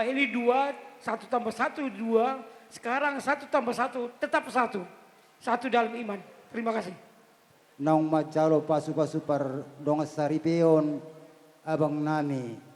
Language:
Batak Toba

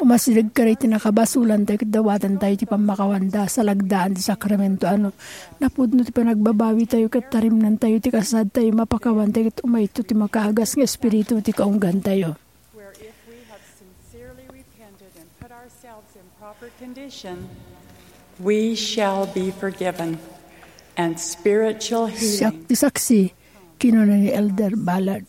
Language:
Iloko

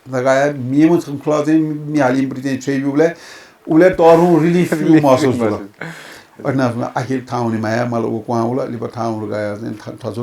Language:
Newari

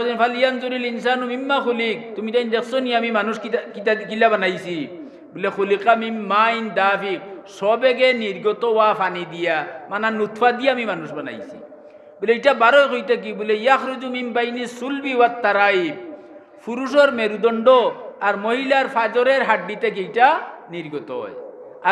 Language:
Sylheti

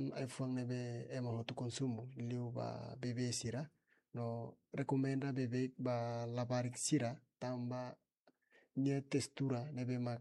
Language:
Tetum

